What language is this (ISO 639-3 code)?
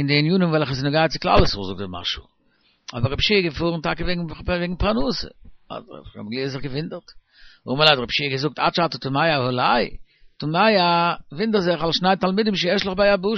yid